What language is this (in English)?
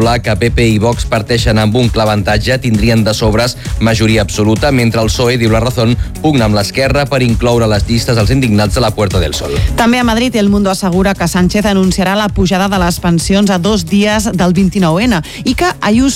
Catalan